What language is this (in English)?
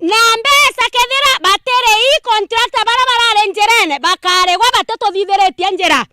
Meru